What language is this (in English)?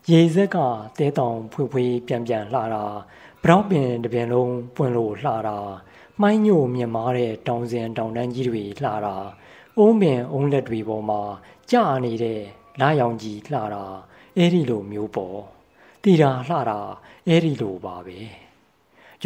Burmese